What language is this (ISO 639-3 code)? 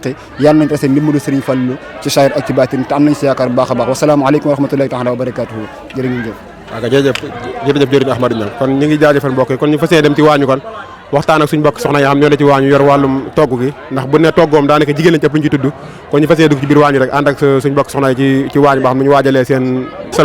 wol